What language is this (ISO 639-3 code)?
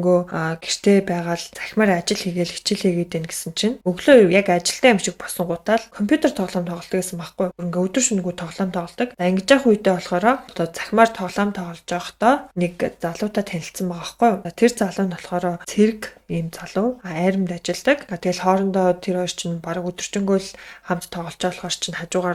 mon